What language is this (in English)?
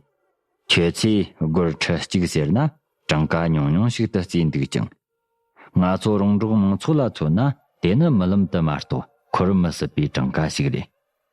Tibetan